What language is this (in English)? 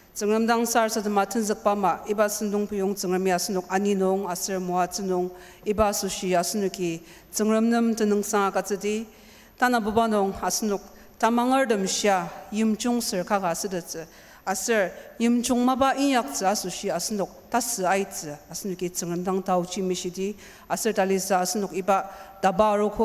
Ao Naga